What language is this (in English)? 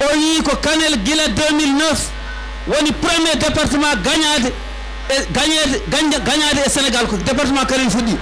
Fula